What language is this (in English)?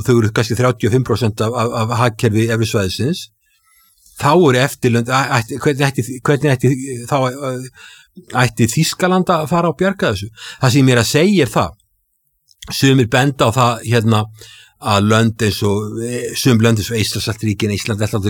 Icelandic